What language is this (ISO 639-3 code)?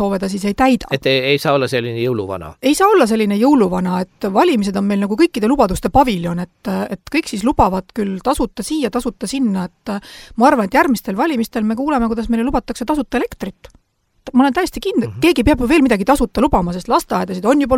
est